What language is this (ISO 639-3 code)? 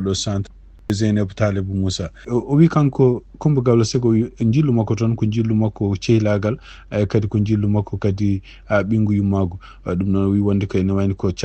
ful